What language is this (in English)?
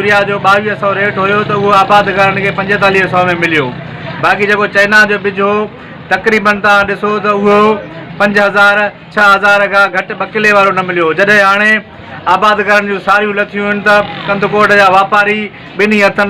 Sindhi